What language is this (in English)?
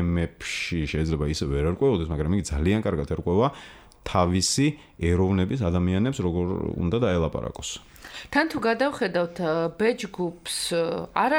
Georgian